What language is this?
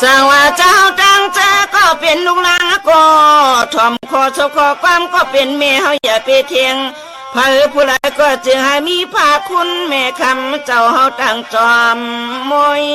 Shan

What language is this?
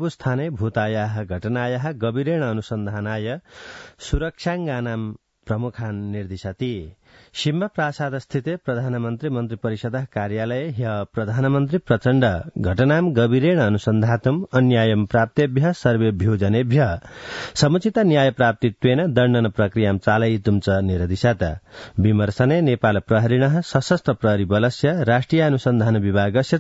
Sanskrit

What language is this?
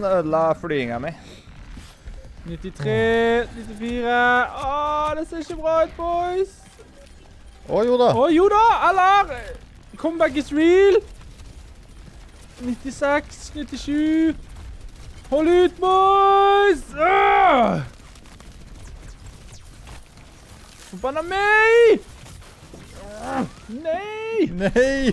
Norwegian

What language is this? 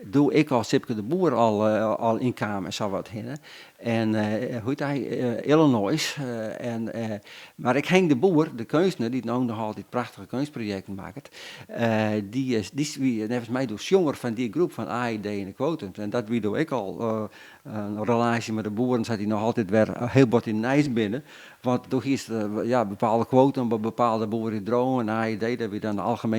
Western Frisian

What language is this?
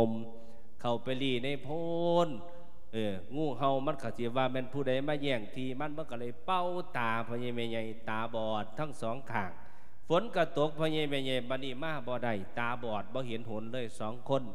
Lao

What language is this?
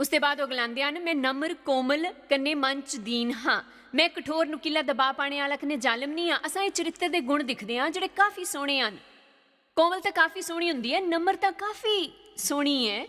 Dogri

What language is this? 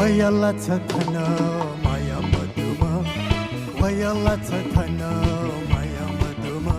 Newari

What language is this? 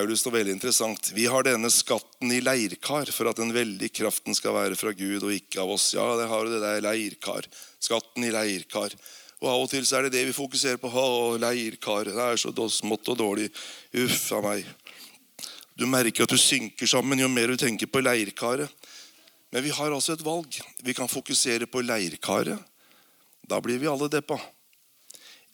Norwegian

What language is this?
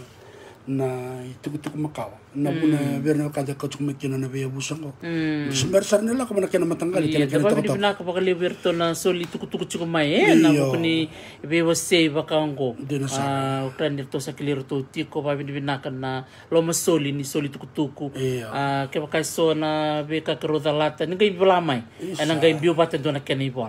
Fijian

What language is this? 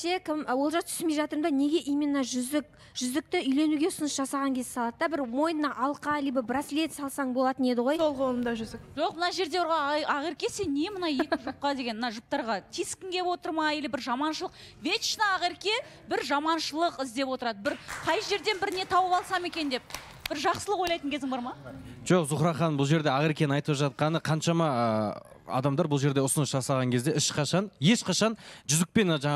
Kazakh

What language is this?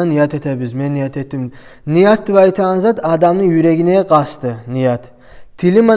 Kumyk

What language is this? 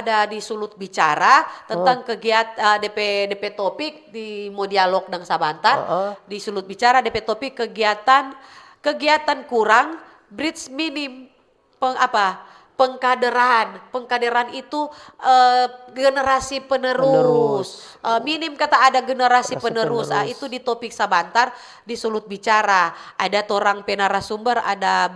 Manado Malay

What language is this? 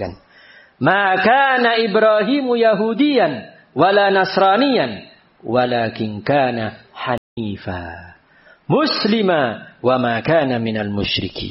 Indonesian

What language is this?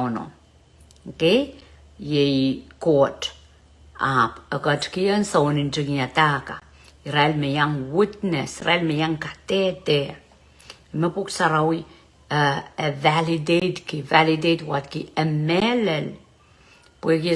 Pohnpeian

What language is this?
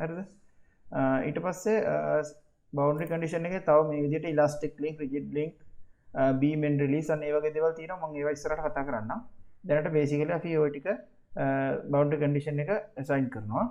Sinhala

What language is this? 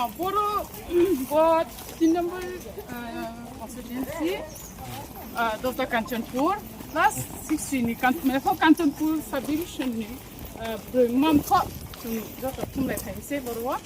Riang (India)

